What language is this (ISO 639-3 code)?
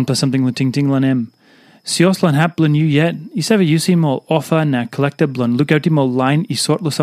tpi